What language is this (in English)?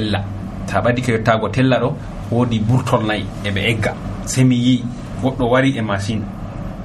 Nigerian Fulfulde